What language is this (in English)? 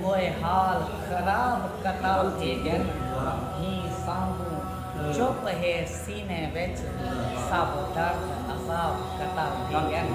Saraiki